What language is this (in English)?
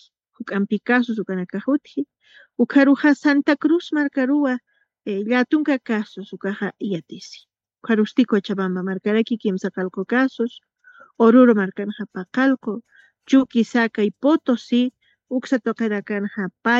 Aymara